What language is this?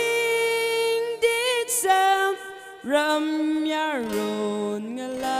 Tangkhul Naga (India)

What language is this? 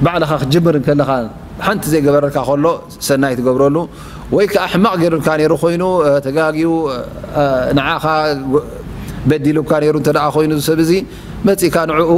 Tigrinya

